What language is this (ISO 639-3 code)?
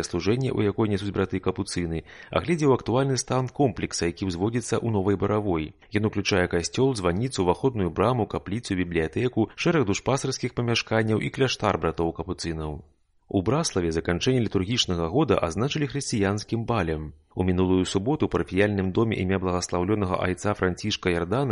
bel